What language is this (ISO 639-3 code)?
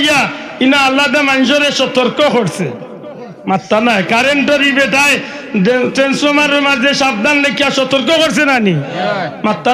syl